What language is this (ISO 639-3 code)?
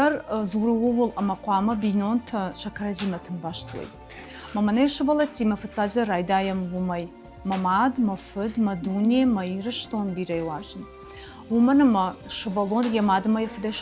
oss